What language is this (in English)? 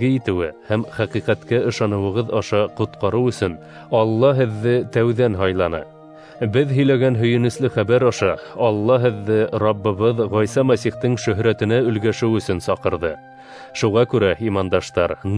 Bashkir